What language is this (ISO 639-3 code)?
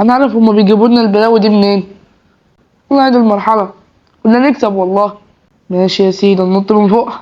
arz